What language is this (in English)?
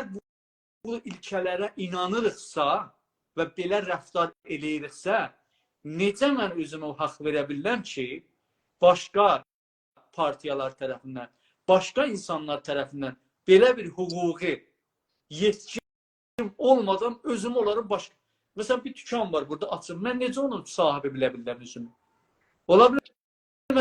South Azerbaijani